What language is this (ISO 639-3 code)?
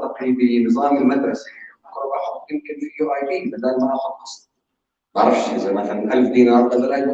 apc